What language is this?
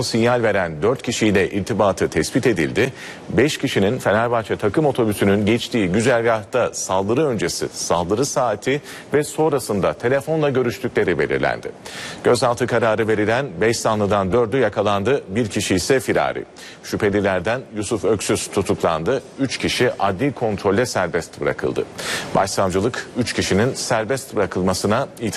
Turkish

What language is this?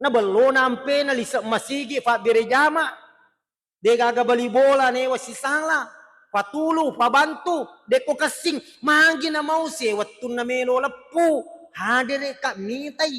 Buginese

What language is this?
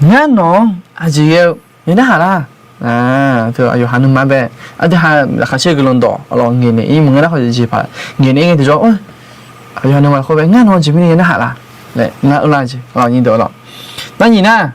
Akha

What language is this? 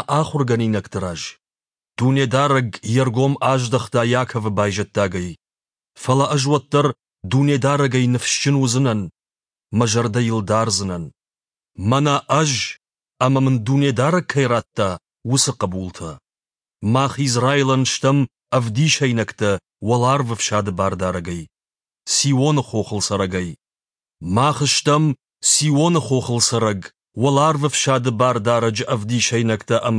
Ossetic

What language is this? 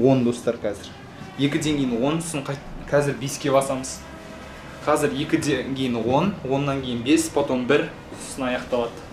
Kazakh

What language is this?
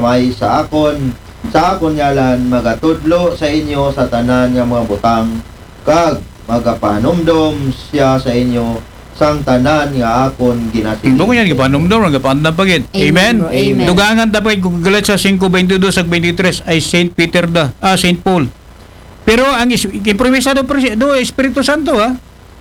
Aklanon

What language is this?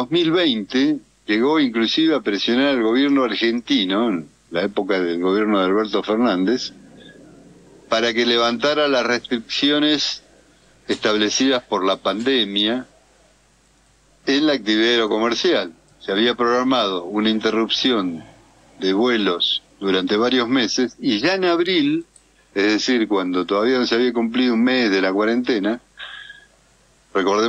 Spanish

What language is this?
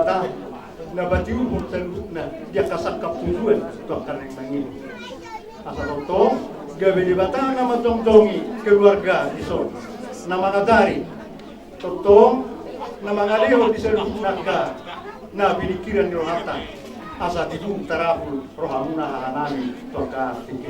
Batak Toba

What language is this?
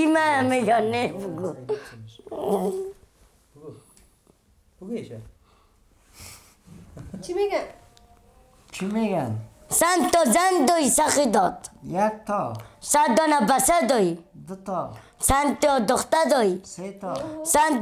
Persian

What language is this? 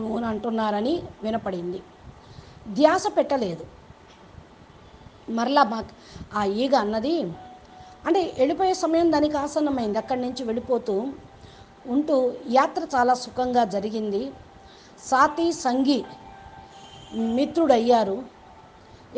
Telugu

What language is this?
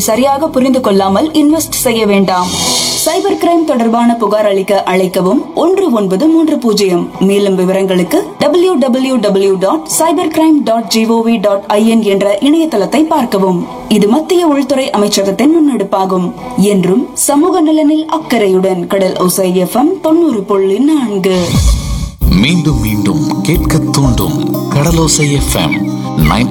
Tamil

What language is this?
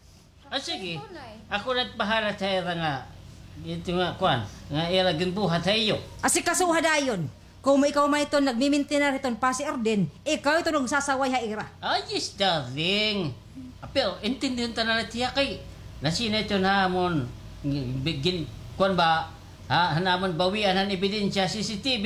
Waray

